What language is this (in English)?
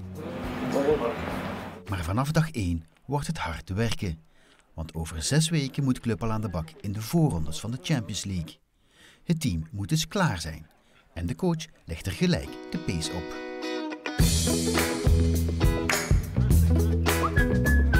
Dutch